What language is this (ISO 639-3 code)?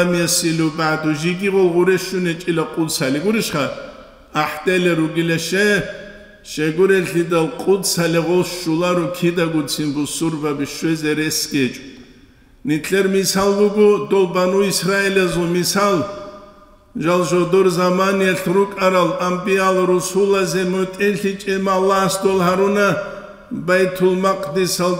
ava